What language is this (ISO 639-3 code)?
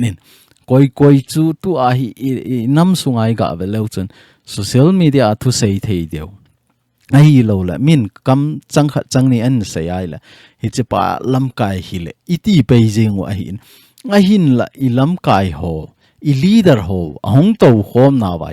tcz